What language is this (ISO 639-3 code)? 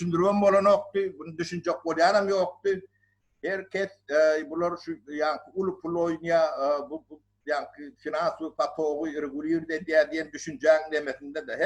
tuk